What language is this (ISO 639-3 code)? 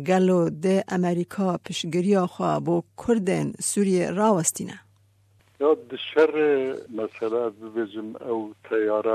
kur